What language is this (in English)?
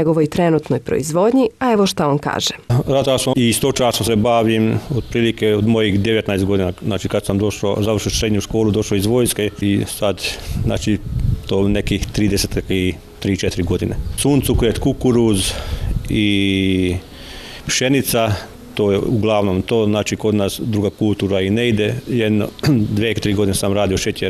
Serbian